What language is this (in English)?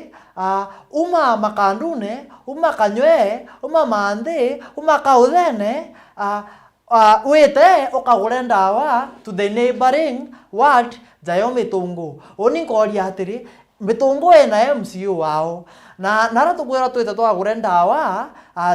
Meru